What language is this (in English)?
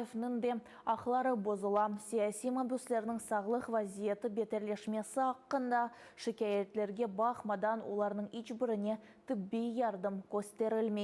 Crimean Tatar